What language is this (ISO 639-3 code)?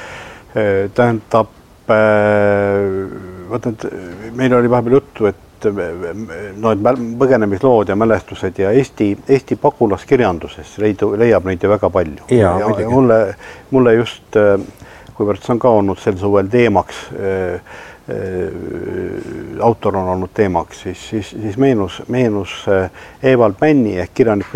est